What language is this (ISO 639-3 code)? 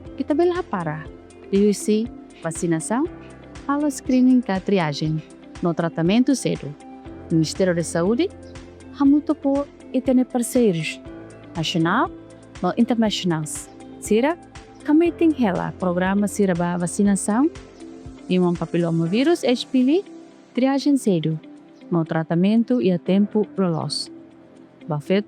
tet